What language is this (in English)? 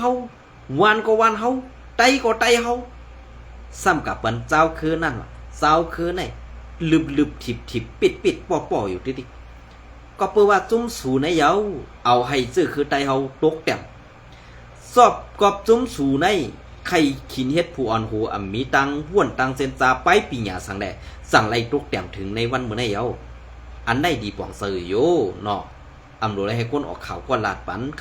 Shan